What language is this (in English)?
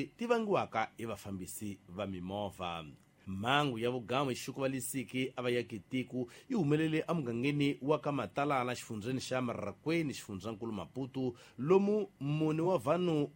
Tsonga